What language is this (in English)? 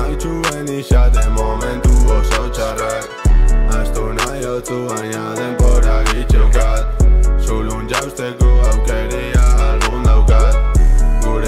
Basque